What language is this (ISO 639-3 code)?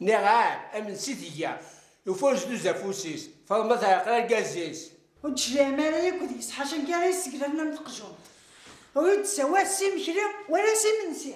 kab